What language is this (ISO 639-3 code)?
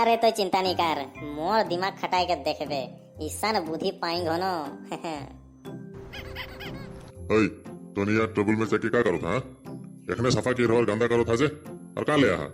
sck